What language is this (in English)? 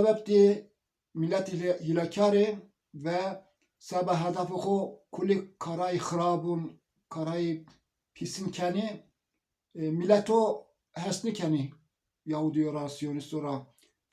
Zaza